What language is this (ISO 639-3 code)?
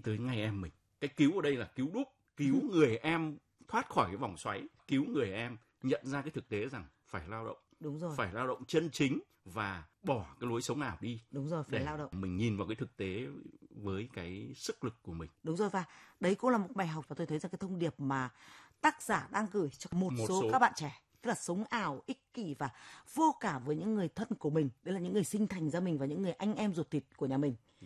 vie